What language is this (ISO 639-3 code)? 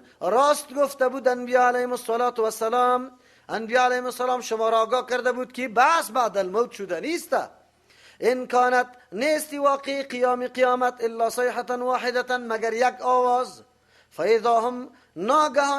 fas